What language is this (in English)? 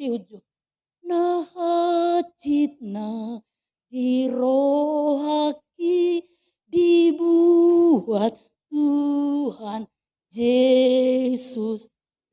Batak Toba